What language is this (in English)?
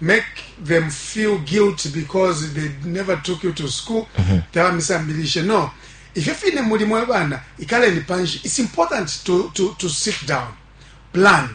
Bemba